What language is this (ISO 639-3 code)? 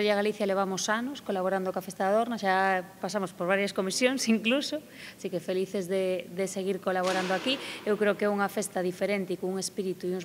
glg